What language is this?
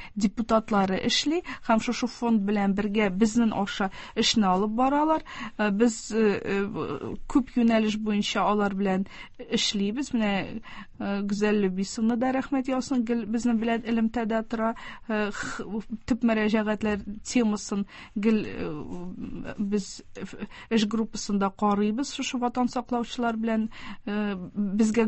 Tatar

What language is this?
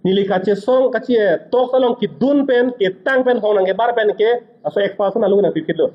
Karbi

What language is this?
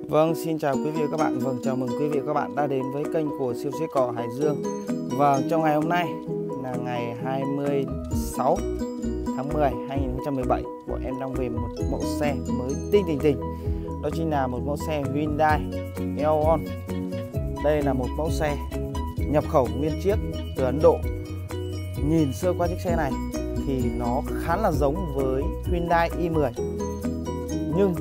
Vietnamese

